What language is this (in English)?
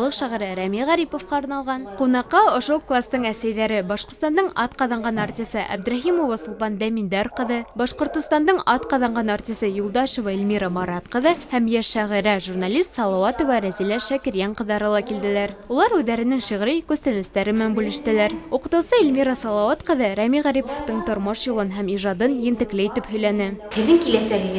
Bashkir